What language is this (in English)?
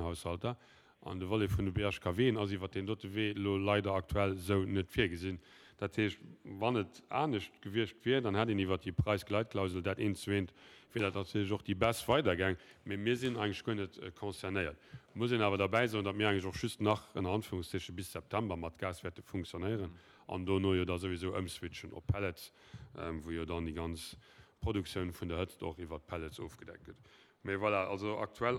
Luxembourgish